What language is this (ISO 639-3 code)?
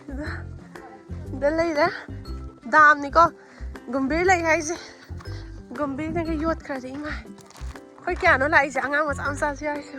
mni